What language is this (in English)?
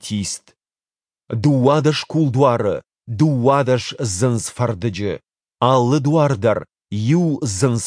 Ossetic